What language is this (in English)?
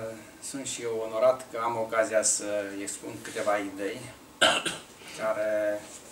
Romanian